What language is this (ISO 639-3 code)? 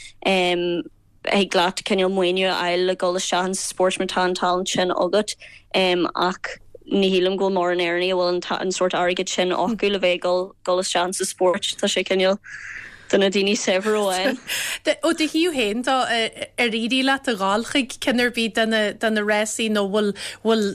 gle